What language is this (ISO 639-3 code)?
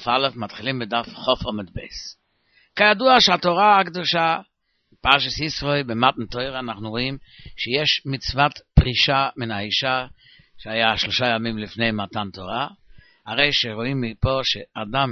heb